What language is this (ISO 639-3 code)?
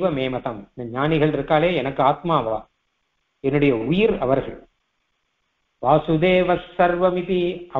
tam